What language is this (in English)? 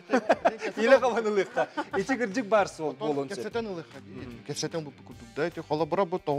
Yakut